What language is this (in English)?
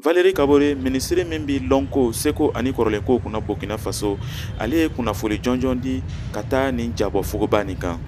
Bambara